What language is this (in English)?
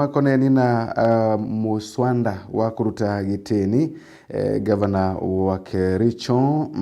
Meru